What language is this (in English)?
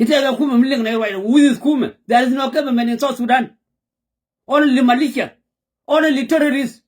Nuer